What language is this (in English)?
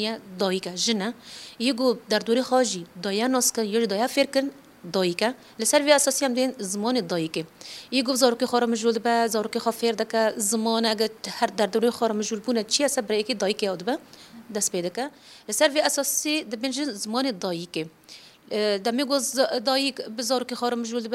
Kurdish